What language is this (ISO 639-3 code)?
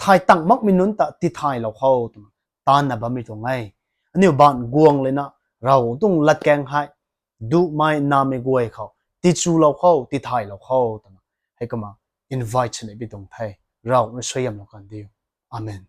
nbu